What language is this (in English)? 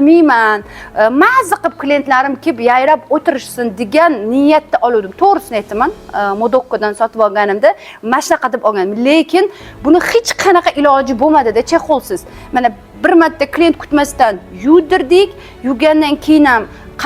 Uzbek